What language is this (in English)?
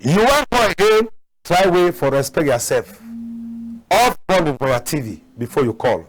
Cameroon Pidgin